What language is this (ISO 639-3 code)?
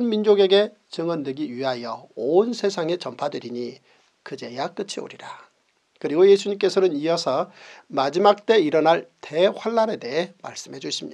kor